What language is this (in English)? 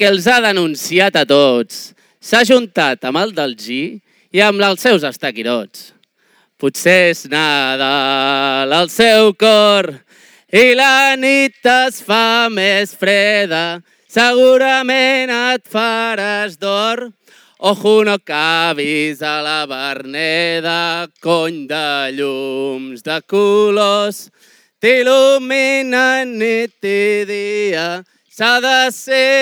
Catalan